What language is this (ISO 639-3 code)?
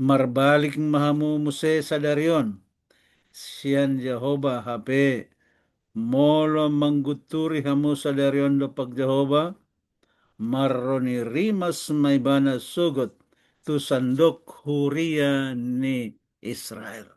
bbc